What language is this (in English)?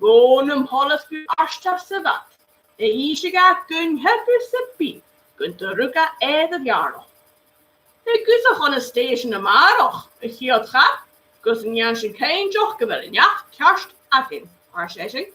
Scottish Gaelic